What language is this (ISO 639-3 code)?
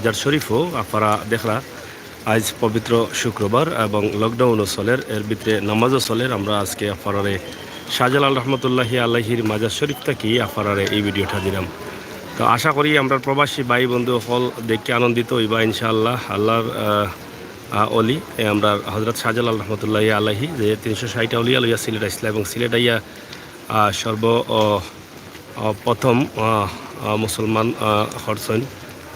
syl